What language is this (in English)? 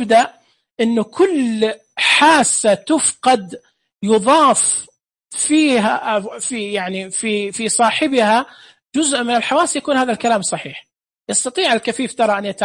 Najdi Arabic